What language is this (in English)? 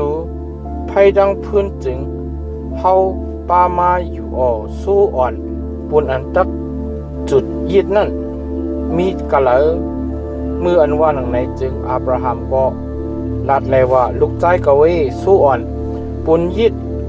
Shan